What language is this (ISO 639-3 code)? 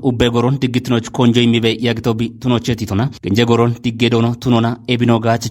kbr